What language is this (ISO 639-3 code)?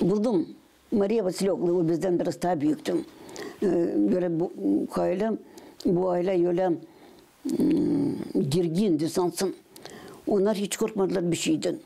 gag